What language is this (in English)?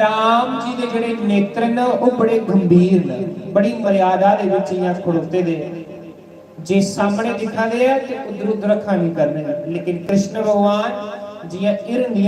Dogri